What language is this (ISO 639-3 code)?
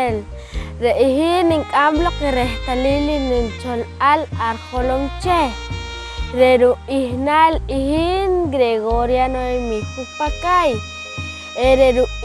poh